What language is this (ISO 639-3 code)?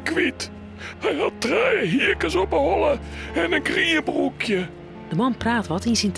fry